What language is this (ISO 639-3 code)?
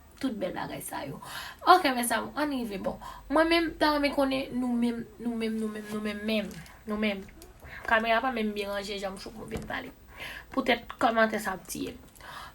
hat